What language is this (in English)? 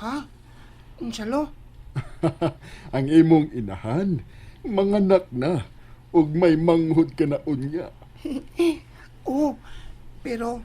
Cebuano